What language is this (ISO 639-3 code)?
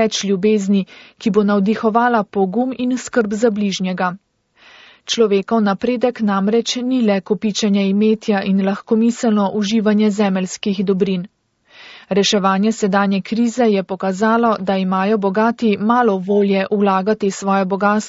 slv